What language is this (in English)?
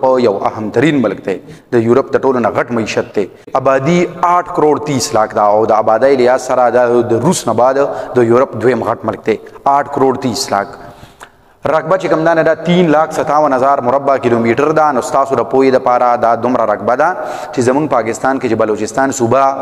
Pashto